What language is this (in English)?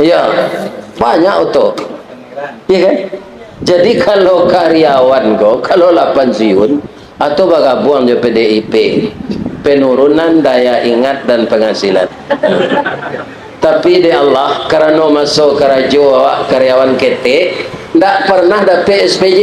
Minangkabau